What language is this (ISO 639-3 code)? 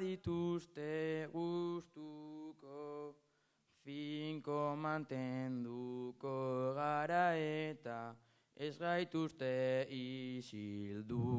eus